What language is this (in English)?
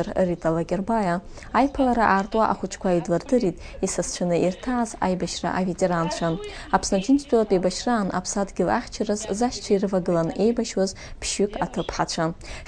Abkhazian